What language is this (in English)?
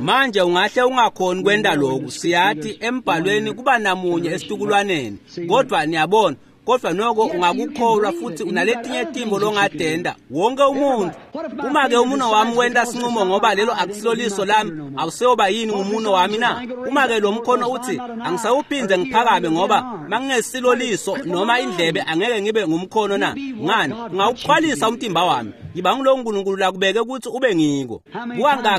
Swati